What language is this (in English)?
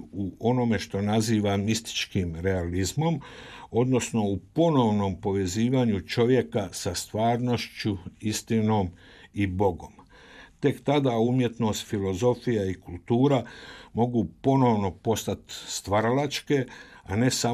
Croatian